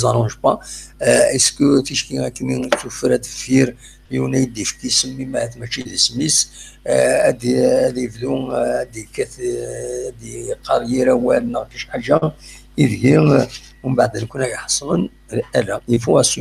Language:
Kabyle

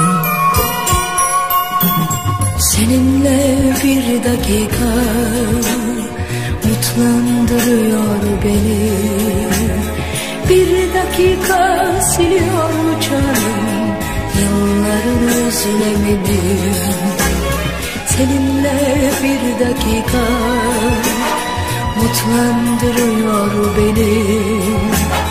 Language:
Turkish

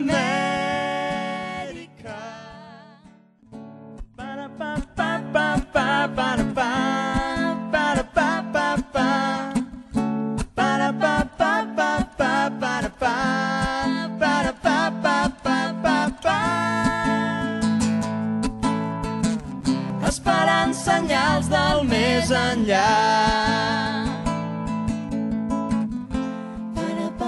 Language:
Catalan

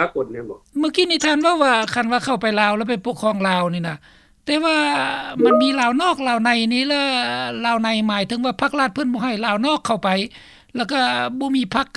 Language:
Lao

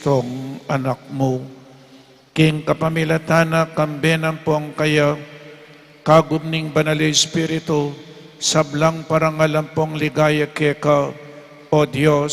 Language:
Pampanga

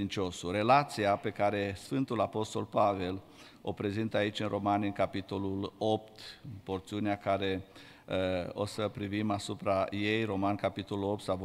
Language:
Romanian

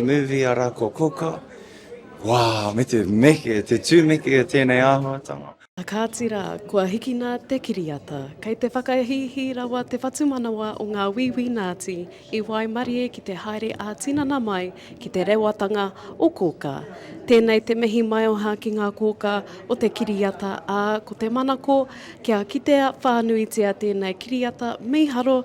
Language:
Māori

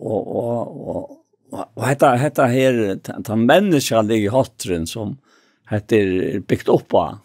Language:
Faroese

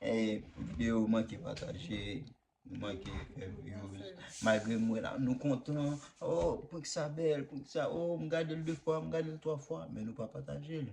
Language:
Haitian Creole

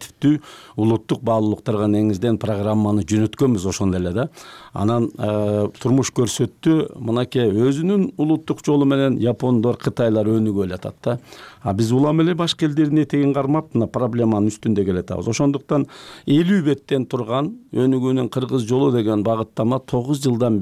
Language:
Kyrgyz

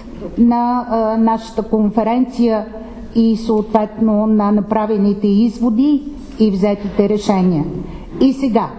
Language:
Bulgarian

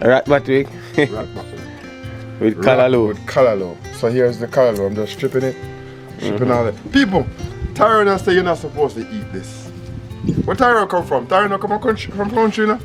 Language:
Jamaican Creole English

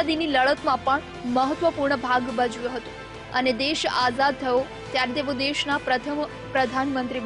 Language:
Gujarati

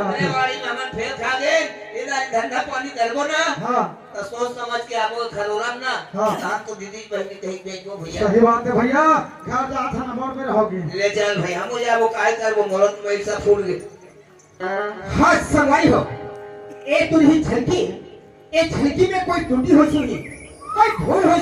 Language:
Chhattisgarhi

